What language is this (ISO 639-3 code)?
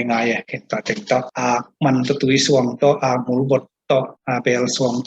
ctd